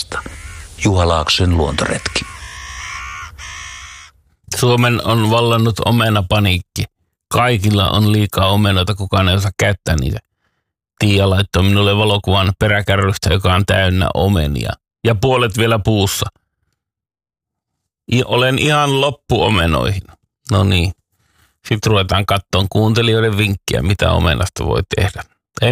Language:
Finnish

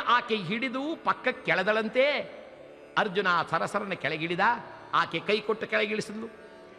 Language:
Kannada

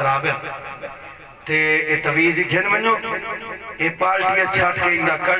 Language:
Saraiki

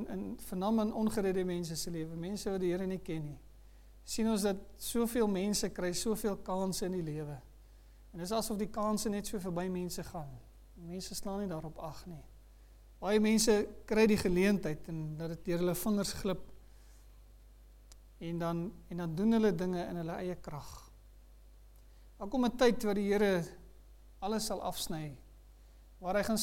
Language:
Afrikaans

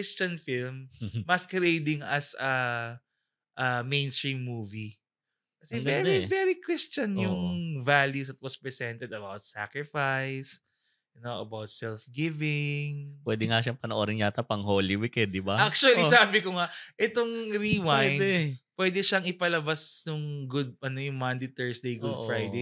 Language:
Filipino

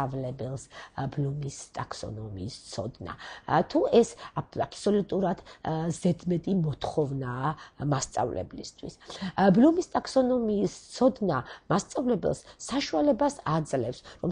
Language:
Georgian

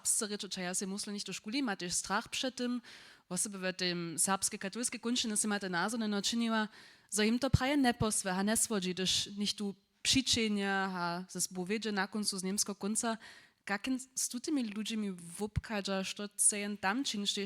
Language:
Upper Sorbian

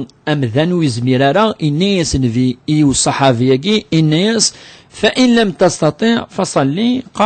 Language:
Kabyle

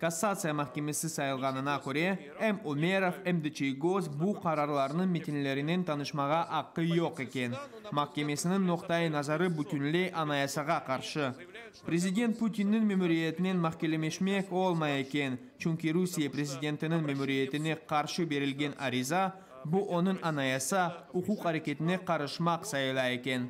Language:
Crimean Tatar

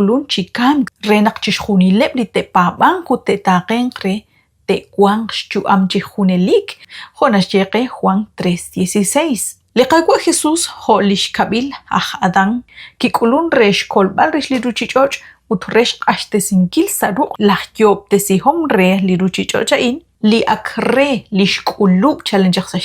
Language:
Kekchí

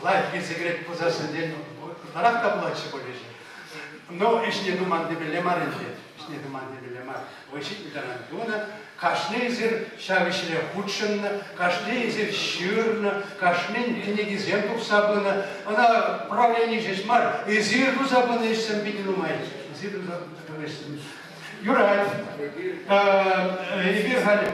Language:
Chuvash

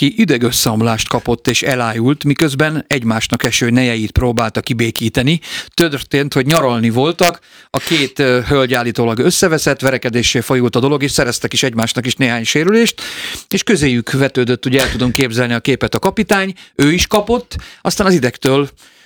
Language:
Hungarian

